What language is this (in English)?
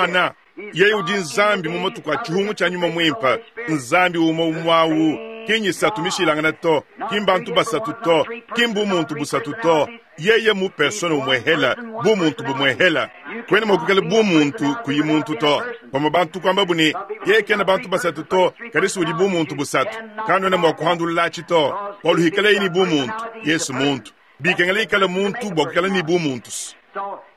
Luba-Lulua